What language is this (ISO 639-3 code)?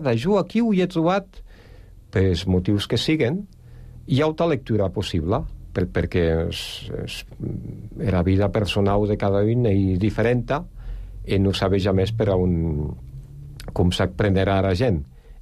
cat